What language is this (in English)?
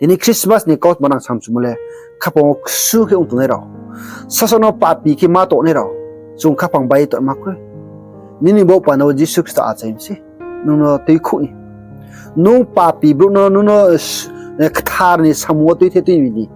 Riang (India)